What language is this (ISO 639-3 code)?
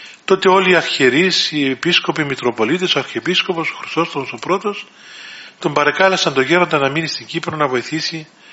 ell